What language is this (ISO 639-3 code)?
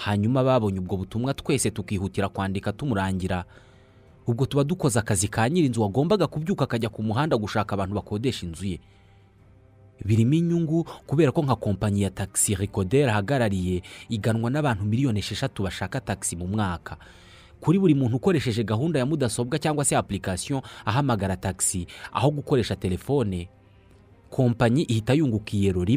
kin